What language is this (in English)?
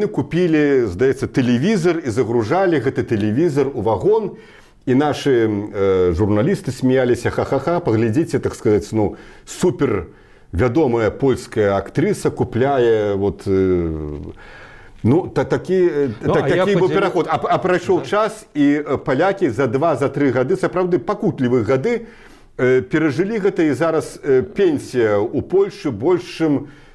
Belarusian